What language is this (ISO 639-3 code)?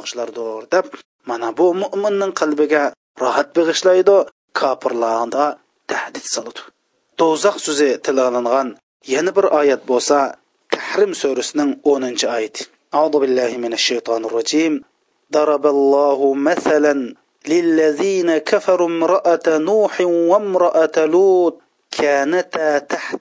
uig